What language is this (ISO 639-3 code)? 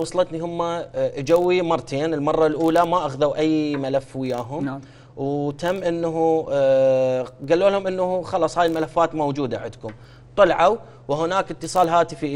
acm